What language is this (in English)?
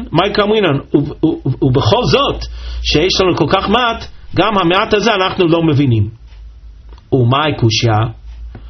Hebrew